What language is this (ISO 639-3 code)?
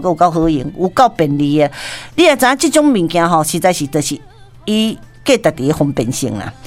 nan